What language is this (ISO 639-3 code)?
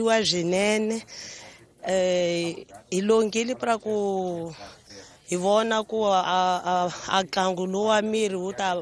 tso